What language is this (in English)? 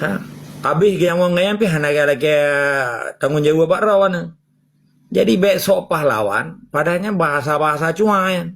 Achinese